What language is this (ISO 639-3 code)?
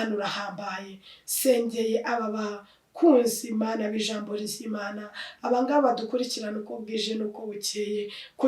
kin